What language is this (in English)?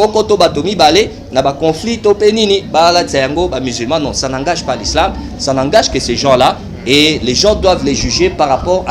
Lingala